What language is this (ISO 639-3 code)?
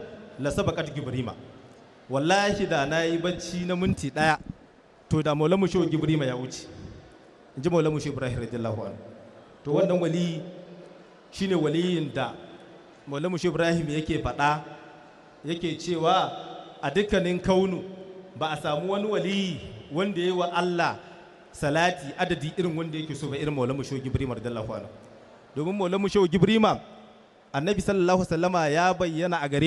hau